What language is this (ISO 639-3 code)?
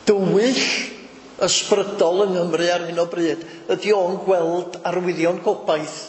cym